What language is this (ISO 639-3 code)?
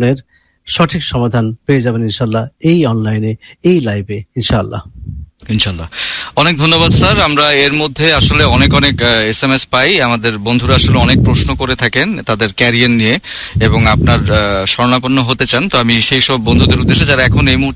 ben